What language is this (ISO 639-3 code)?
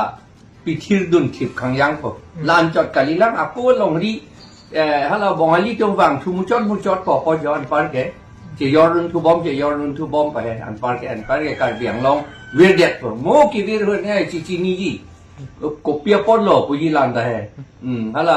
mjw